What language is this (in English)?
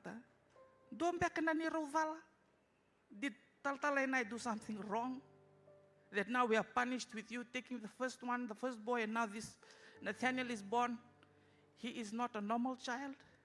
Fijian